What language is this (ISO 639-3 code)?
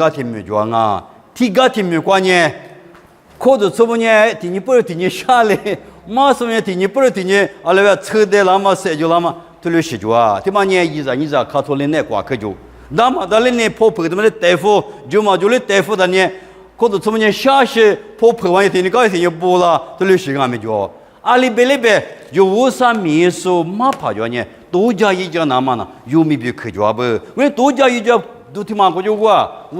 lis